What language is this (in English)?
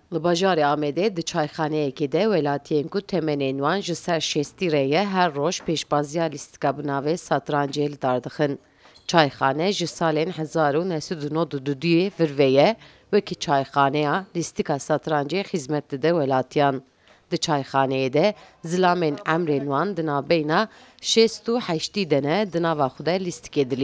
Kurdish